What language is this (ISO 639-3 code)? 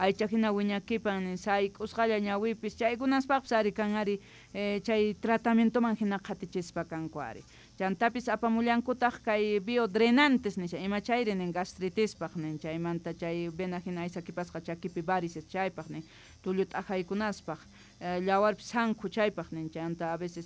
quh